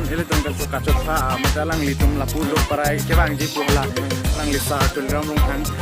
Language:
Karbi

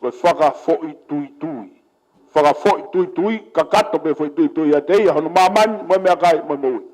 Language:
Tongan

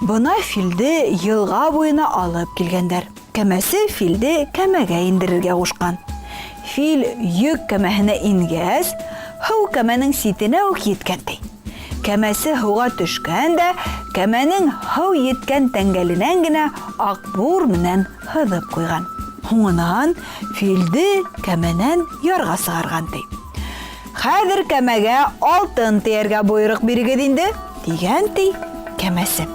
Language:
Bashkir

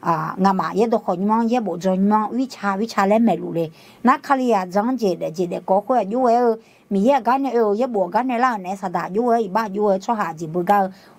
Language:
Akha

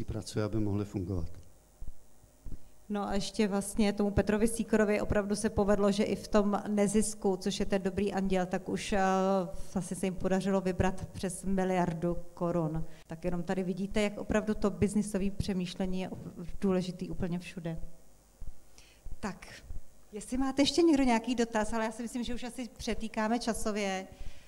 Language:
Czech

